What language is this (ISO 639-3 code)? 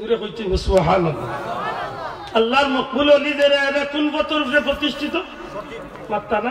syl